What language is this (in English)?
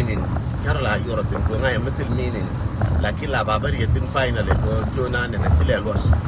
Nuer